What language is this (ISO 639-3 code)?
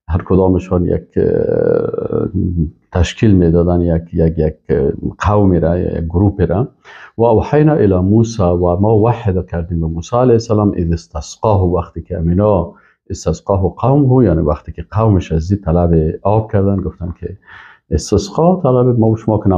fas